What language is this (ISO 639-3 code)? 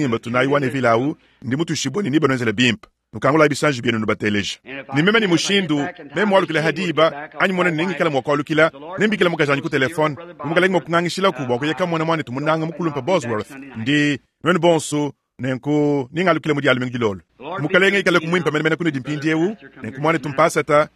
lua